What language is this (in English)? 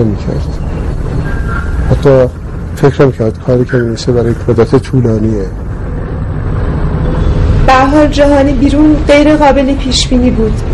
Persian